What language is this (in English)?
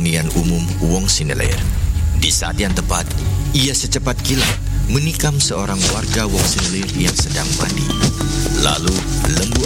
Indonesian